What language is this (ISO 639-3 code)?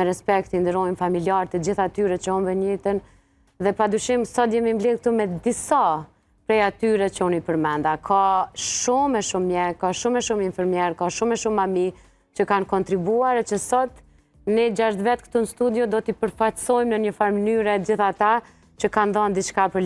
sqi